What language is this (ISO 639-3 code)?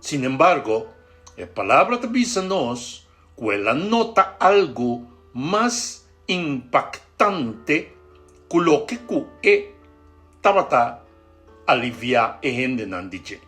pap